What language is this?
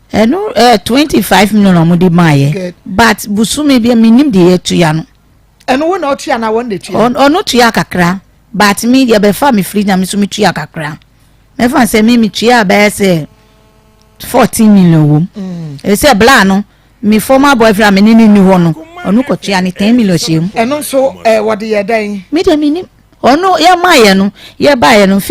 Akan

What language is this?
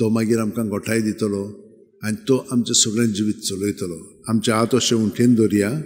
Konkani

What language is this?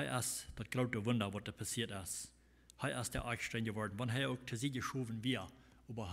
Plautdietsch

